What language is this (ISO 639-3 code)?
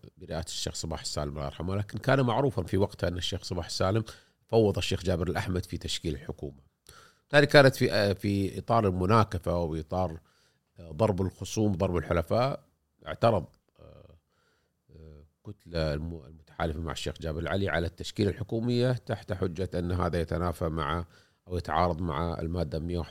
afb